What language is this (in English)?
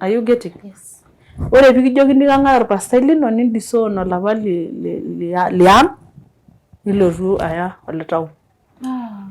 Masai